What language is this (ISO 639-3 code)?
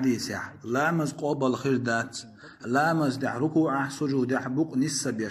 che